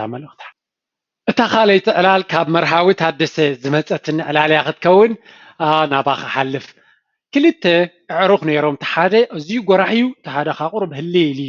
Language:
Tigrinya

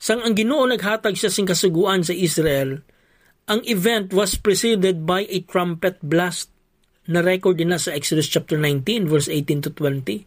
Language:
Hiligaynon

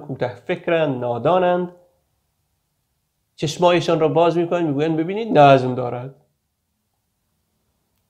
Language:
Persian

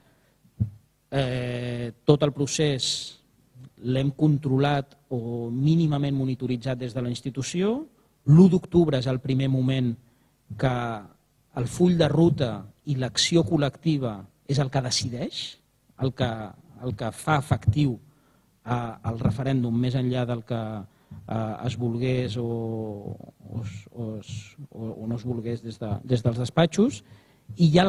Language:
Catalan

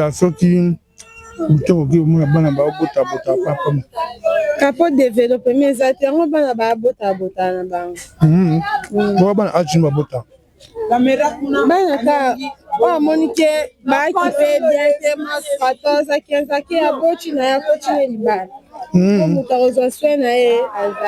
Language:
Lingala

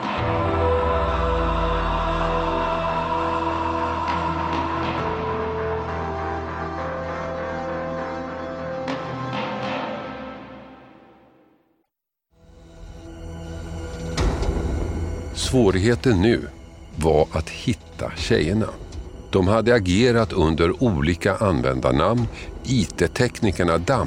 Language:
Swedish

